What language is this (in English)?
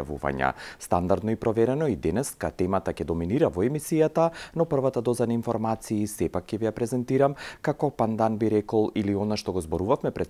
Macedonian